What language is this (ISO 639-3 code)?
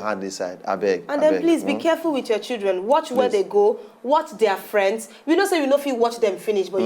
pcm